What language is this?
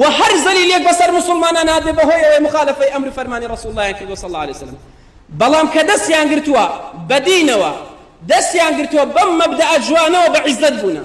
Central Kurdish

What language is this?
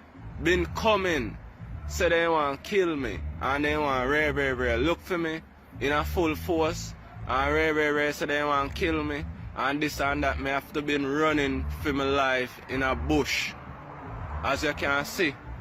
Jamaican Creole English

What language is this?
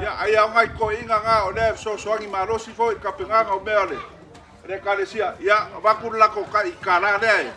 Samoan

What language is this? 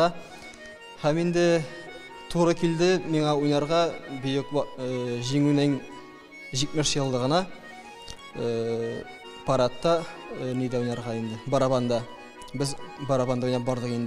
Tatar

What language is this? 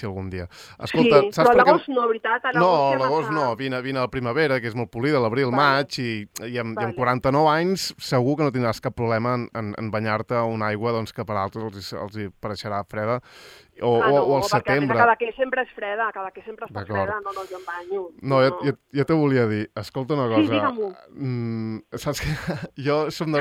Catalan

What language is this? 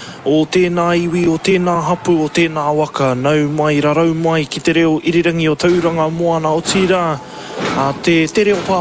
Māori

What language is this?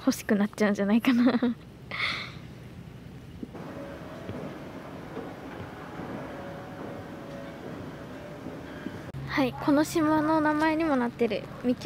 Japanese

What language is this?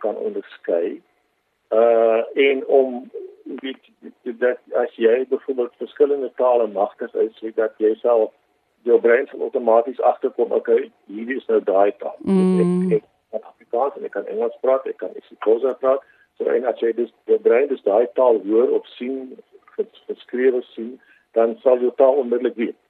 Afrikaans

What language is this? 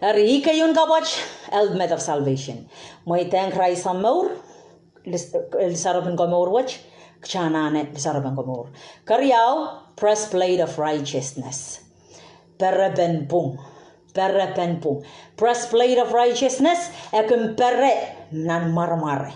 Pohnpeian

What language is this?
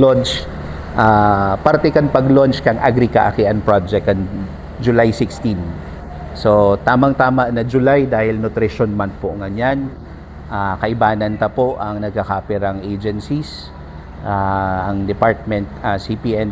Bikol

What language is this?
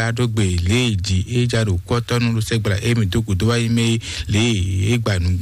Fon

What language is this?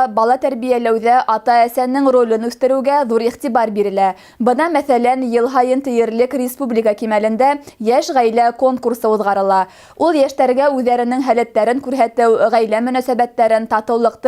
Bashkir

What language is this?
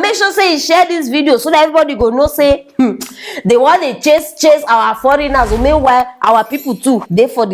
Nigerian Pidgin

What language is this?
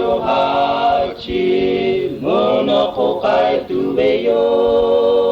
Lahu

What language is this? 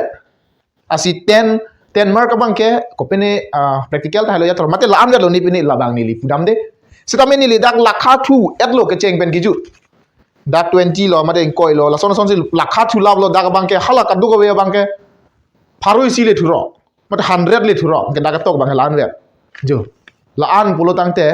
Karbi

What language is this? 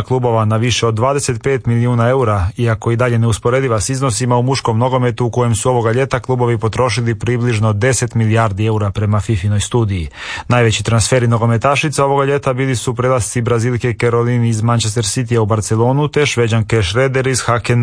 Croatian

